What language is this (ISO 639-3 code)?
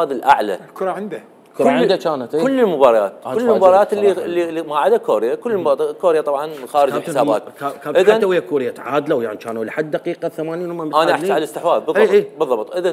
acm